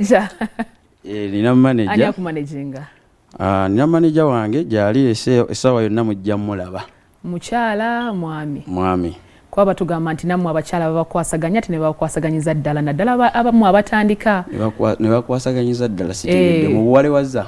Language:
Ganda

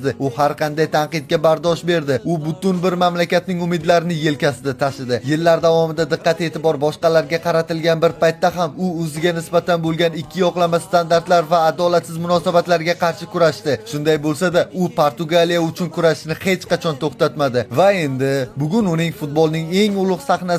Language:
Uzbek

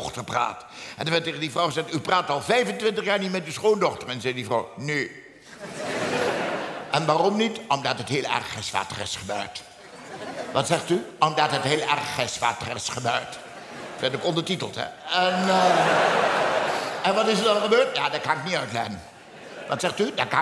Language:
Dutch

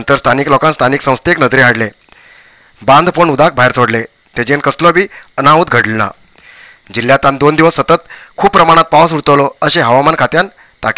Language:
Konkani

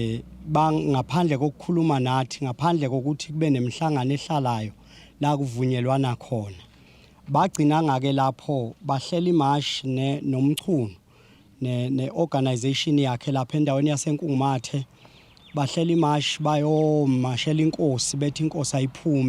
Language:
Zulu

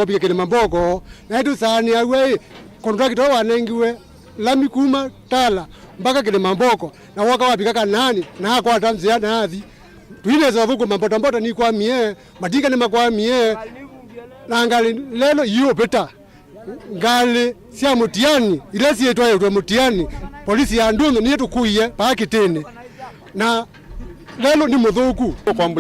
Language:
Kamba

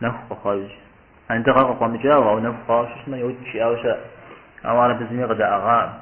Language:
Kabardian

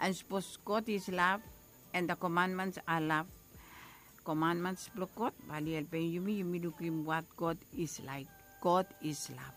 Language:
Bislama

